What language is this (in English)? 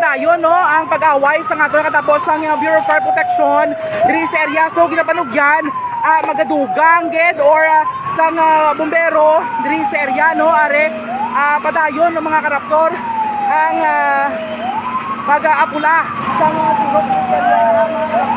Hiligaynon